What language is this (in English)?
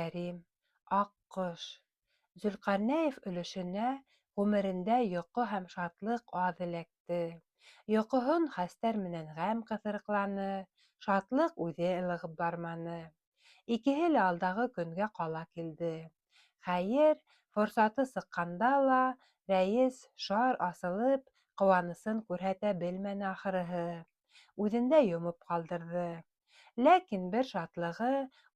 Bashkir